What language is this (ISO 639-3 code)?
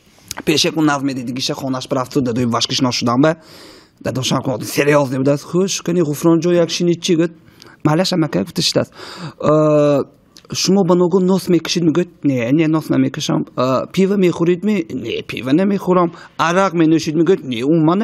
tgk